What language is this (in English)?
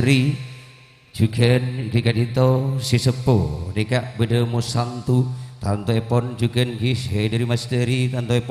Madurese